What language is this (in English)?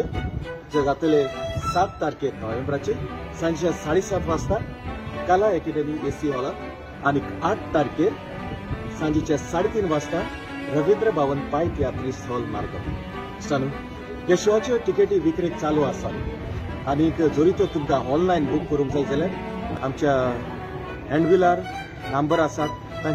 Konkani